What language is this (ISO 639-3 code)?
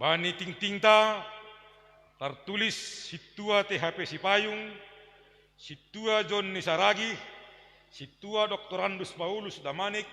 bts